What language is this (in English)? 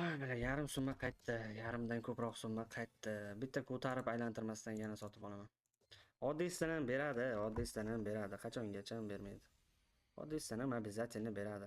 Uzbek